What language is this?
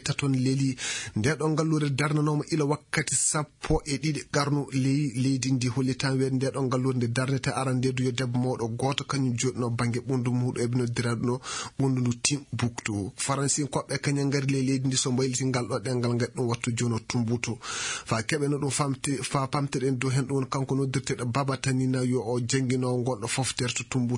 Fula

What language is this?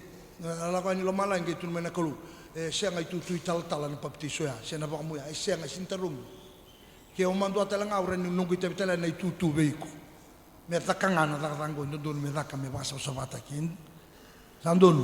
Fijian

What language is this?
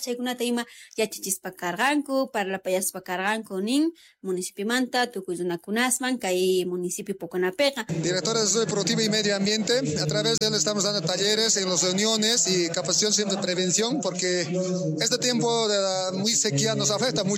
South Bolivian Quechua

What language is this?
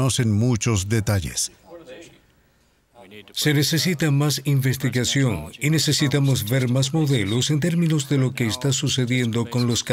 Spanish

